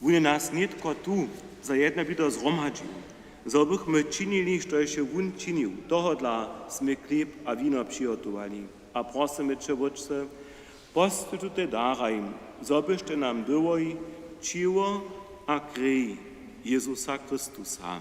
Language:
Upper Sorbian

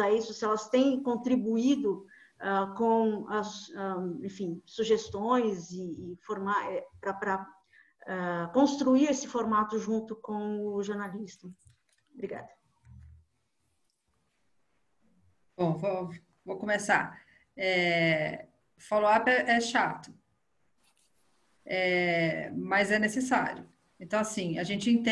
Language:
Portuguese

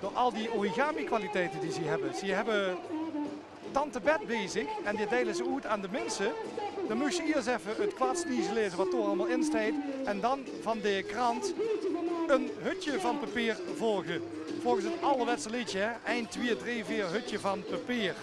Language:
Limburgish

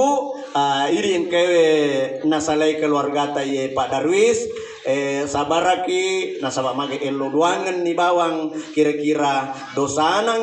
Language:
Buginese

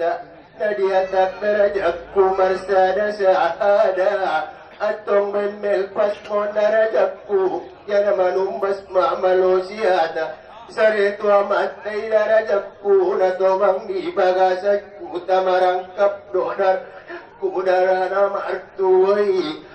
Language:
Batak Angkola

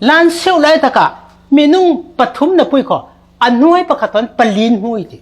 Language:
Falam Chin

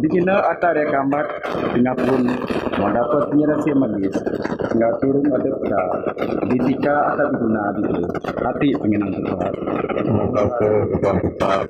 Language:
Biatah Bidayuh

